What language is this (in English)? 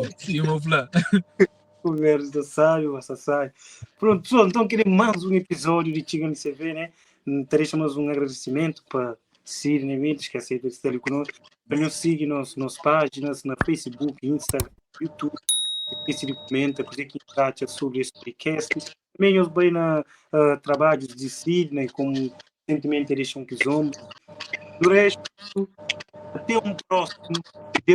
Kabuverdianu